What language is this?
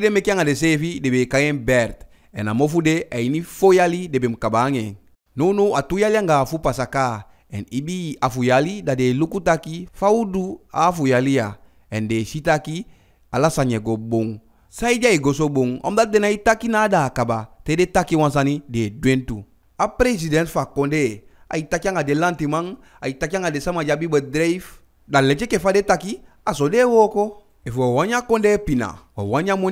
Eastern Maroon Creole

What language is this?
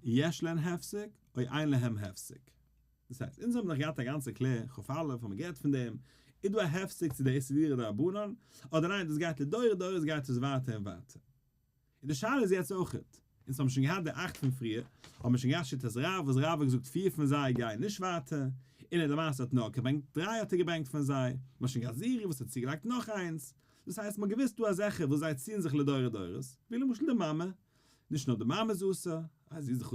Yiddish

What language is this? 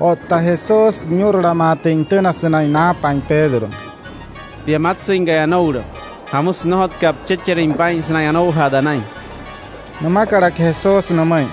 Wayuu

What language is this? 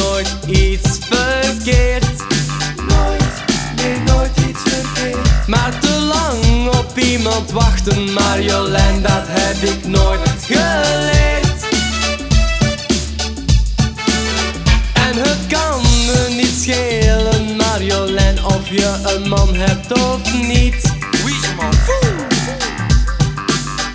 Dutch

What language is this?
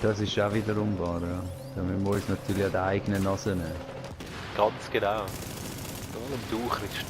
Swiss German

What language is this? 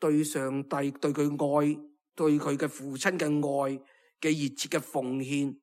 Cantonese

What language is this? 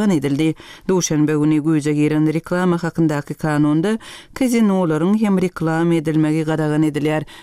Turkmen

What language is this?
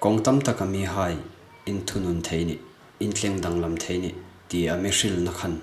Hmar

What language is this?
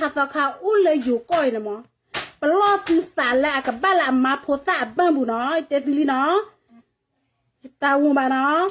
S'gaw Karen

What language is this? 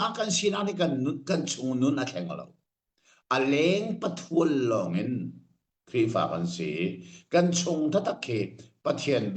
Hakha Chin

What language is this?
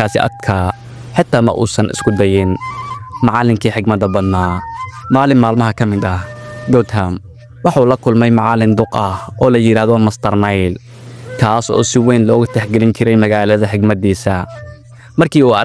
Somali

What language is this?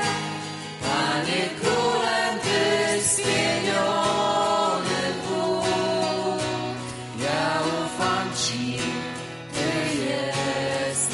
Polish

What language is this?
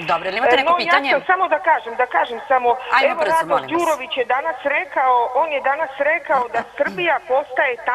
Serbian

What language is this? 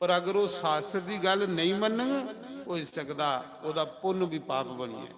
Dogri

